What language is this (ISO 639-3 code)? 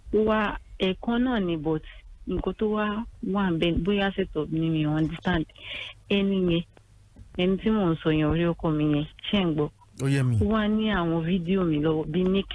yor